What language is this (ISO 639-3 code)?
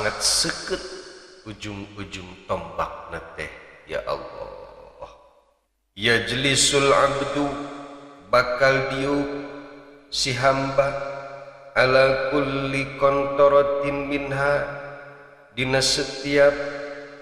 sun